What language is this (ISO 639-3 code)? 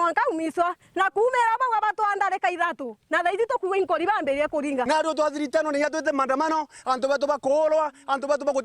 mer